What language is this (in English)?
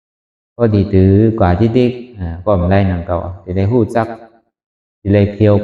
Shan